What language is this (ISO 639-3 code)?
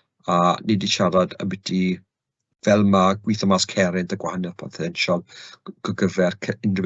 cym